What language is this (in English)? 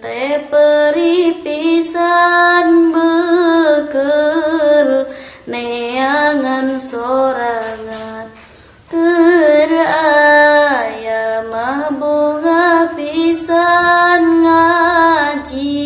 Sundanese